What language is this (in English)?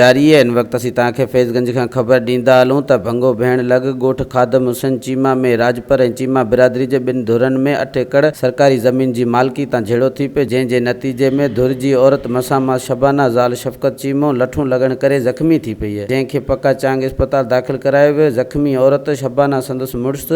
Sindhi